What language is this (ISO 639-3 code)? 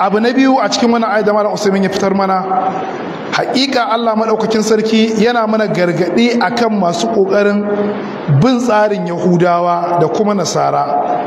hau